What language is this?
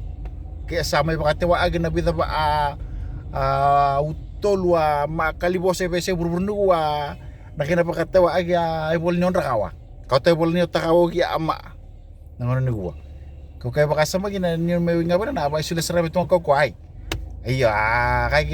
Fijian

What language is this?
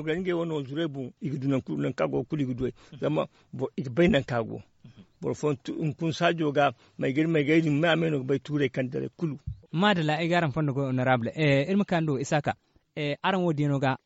Zarma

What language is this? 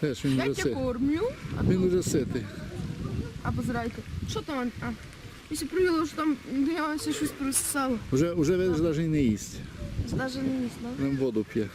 Rusyn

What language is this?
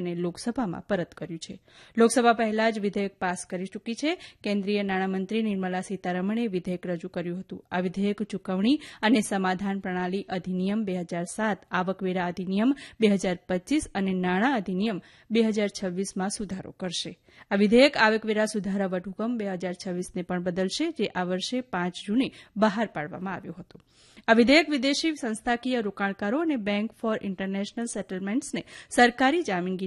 Gujarati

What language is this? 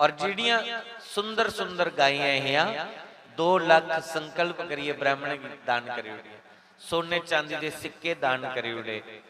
Dogri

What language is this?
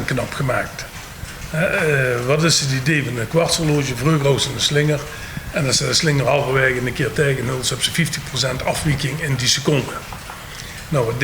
Limburgish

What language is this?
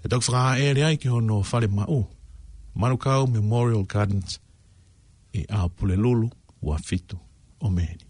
Tongan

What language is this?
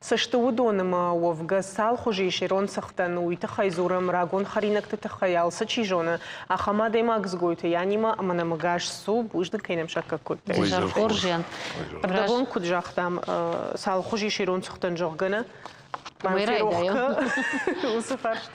Ossetic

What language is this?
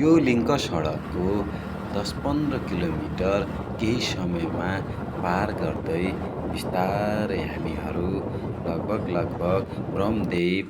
Nepali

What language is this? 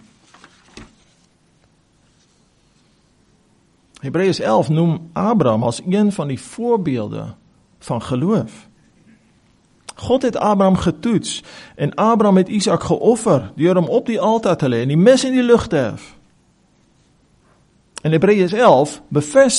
Afrikaans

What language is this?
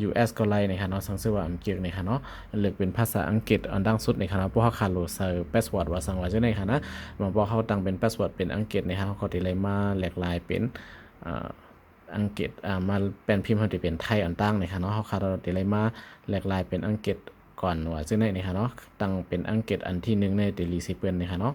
Shan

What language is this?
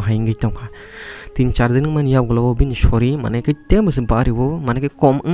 Kok Borok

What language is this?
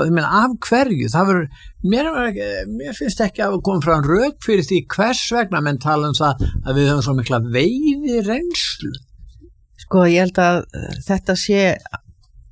Icelandic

